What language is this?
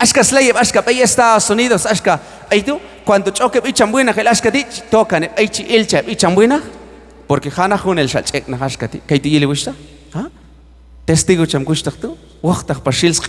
Q'anjob'al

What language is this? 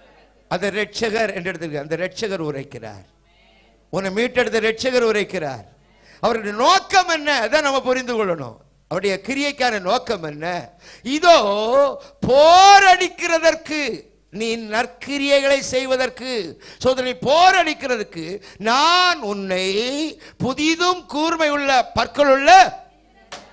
Tamil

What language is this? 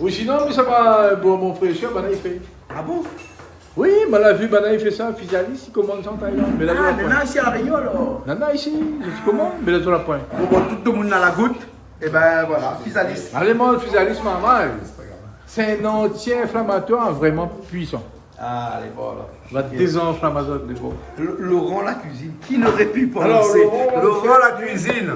Réunion Creole French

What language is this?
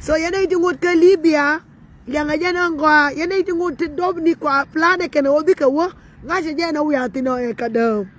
Nuer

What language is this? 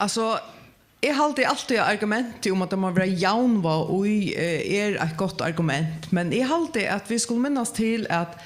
Faroese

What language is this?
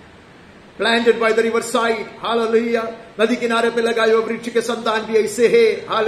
Hindi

